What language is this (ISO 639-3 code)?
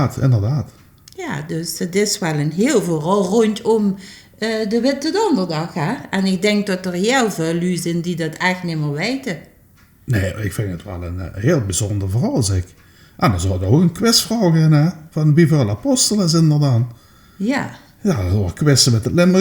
lim